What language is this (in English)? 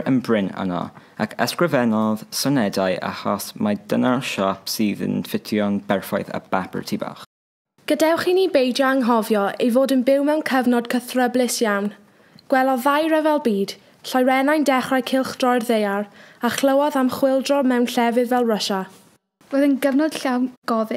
Welsh